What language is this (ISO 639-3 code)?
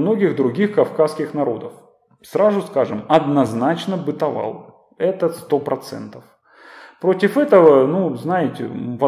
rus